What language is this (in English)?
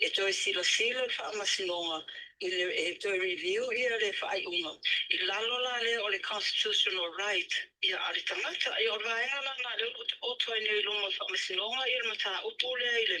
Samoan